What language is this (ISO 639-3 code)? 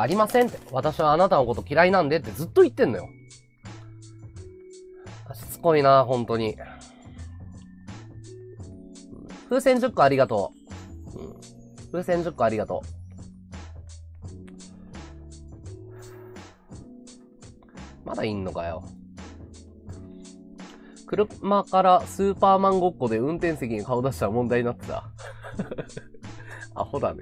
jpn